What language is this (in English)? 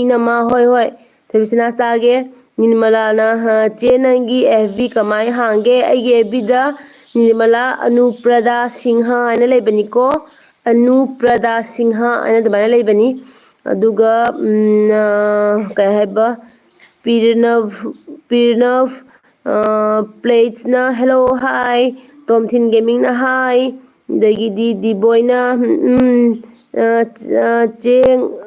Manipuri